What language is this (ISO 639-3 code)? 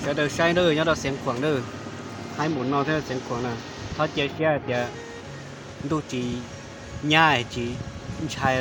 hmn